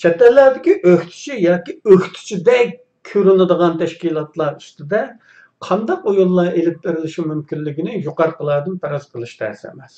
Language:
Uyghur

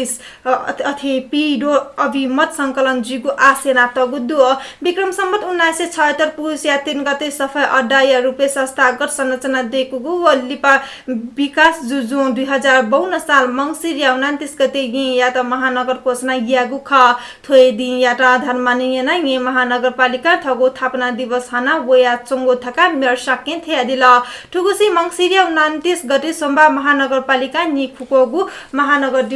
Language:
Newari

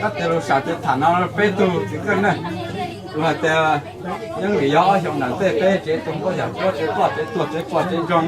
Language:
Hmong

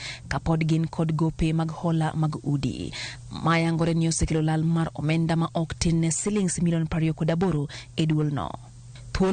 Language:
Luo (Kenya and Tanzania)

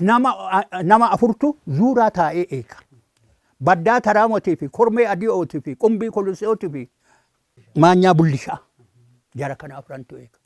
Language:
Oromo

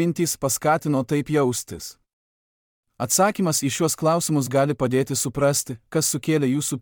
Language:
Lithuanian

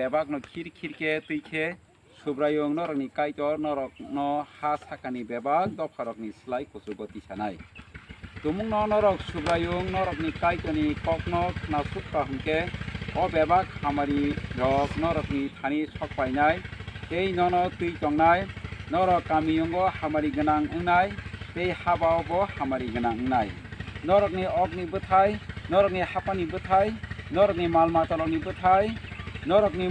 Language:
Kok Borok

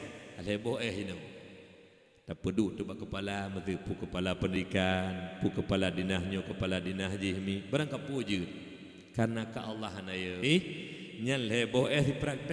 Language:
Achinese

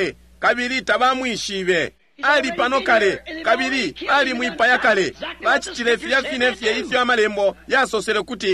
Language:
Bemba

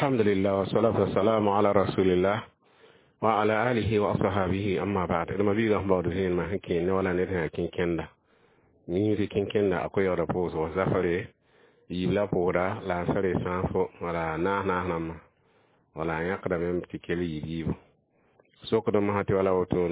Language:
Mossi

